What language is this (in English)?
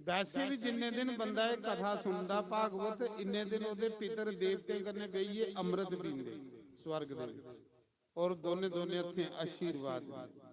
Dogri